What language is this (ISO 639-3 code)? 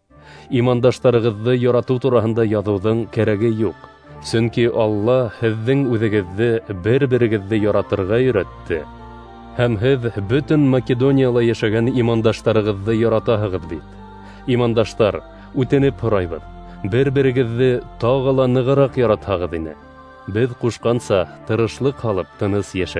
bak